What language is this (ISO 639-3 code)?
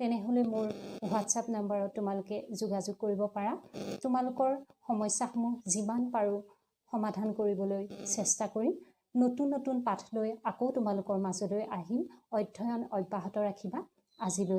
asm